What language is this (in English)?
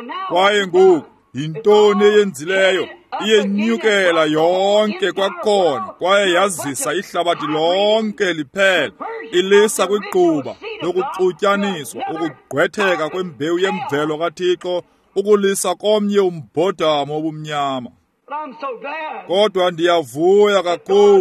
Xhosa